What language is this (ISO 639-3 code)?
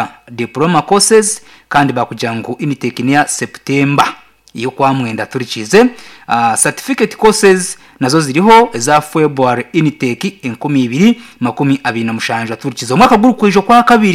nyn